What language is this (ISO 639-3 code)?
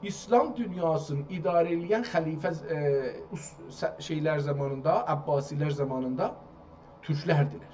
azb